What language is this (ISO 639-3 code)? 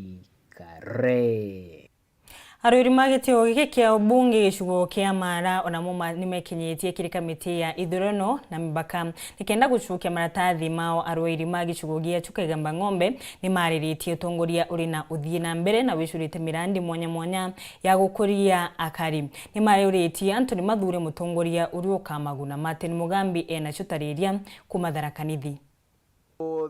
mer